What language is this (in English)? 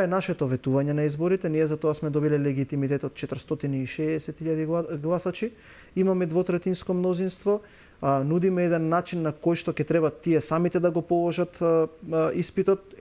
Macedonian